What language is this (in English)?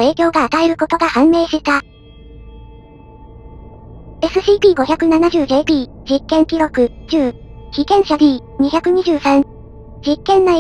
Japanese